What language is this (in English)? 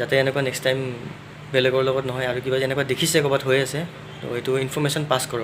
Assamese